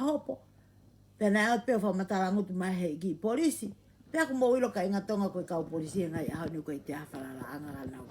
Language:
Tongan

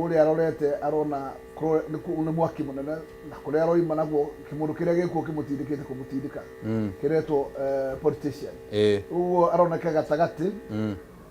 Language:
Kikuyu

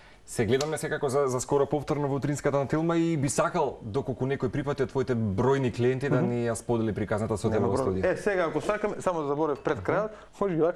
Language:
Macedonian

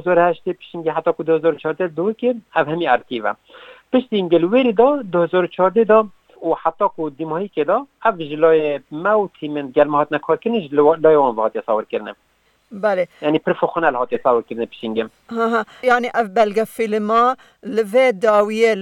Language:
Kurdish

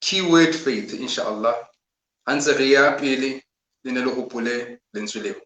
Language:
Southern Sotho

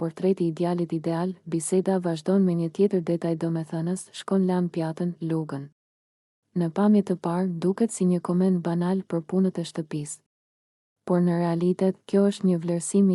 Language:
Albanian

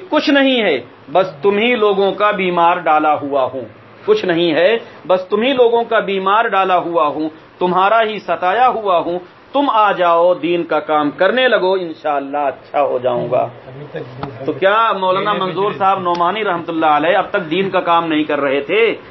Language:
Urdu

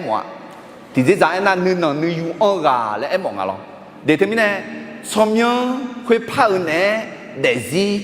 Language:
Akha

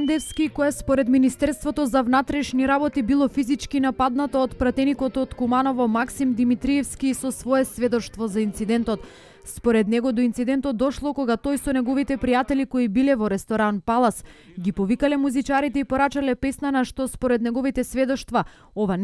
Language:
Macedonian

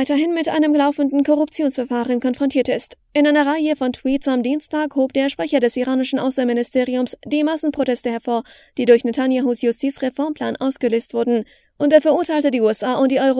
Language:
German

